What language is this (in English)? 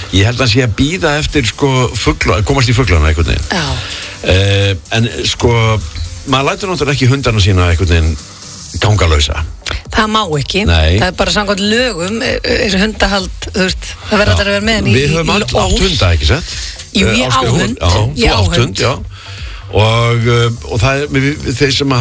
Icelandic